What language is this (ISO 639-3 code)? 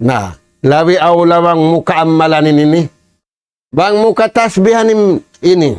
tsg